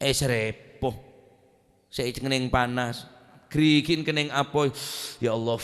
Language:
Madurese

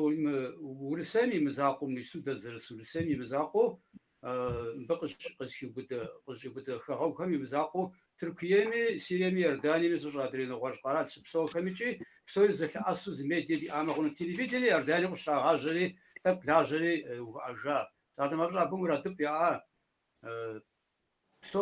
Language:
Kabardian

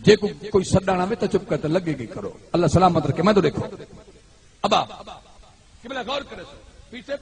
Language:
Saraiki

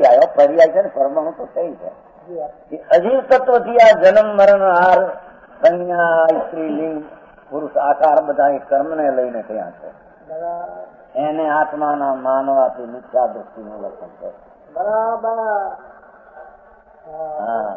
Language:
Gujarati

